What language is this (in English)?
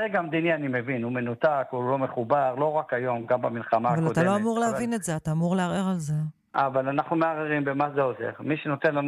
Hebrew